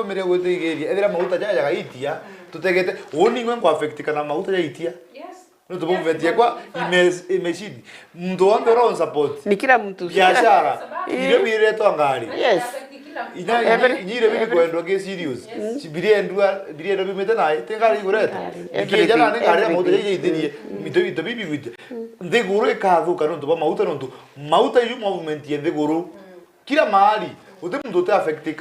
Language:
Meru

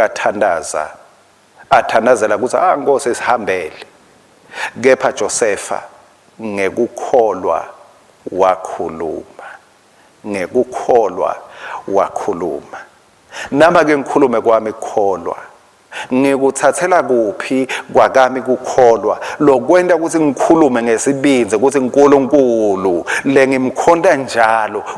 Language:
Swati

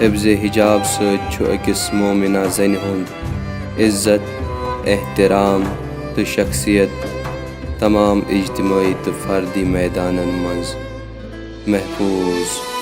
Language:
Kashmiri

